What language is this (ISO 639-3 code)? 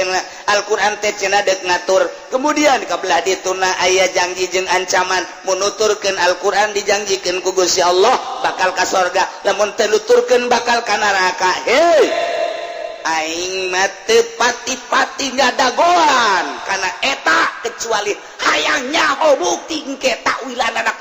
sun